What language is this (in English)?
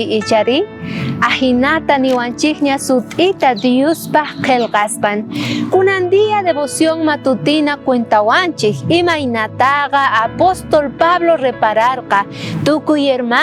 South Bolivian Quechua